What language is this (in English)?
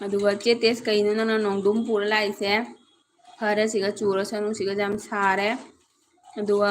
Manipuri